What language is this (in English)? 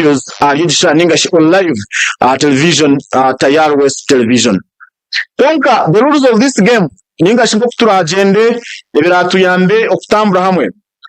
Nyankole